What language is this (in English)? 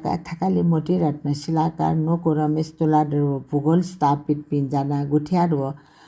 Newari